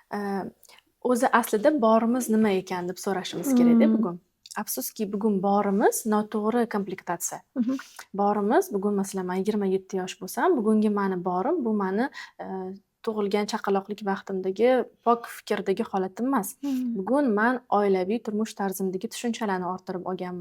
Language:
Uzbek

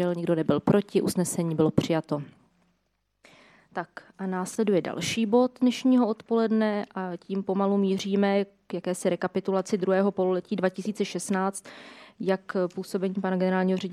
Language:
Czech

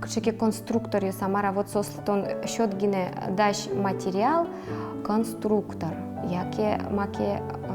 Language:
Udmurt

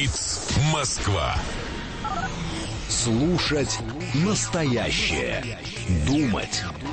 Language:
Russian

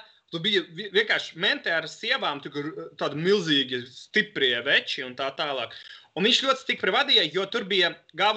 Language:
Latvian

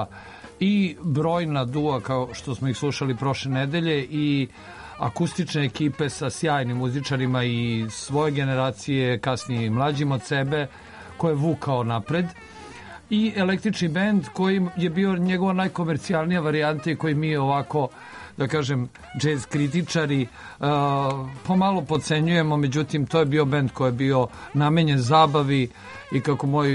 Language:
Serbian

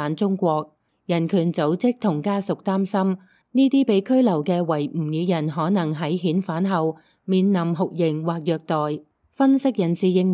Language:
Cantonese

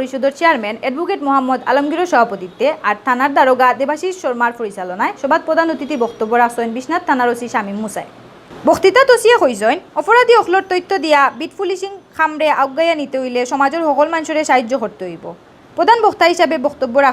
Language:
Sylheti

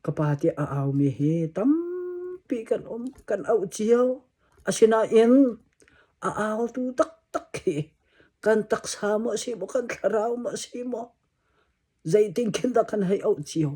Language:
Hakha Chin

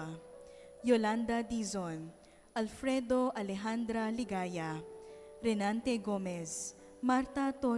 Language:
Pampanga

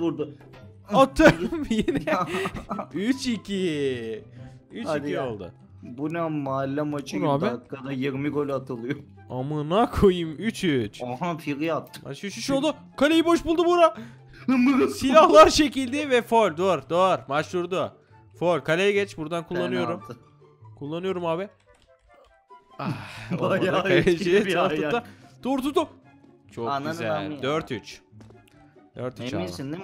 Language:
Turkish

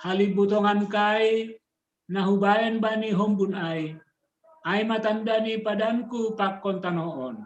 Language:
Batak Simalungun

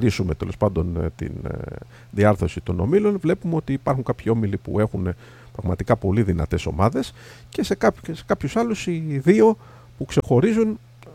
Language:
Greek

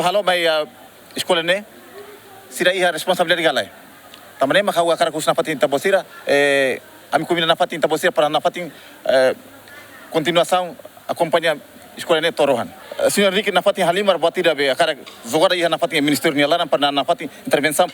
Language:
Tetum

